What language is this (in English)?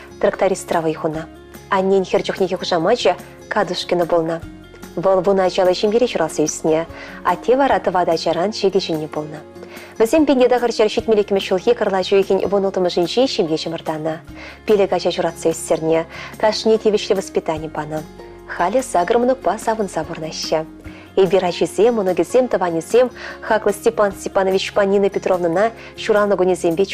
Chuvash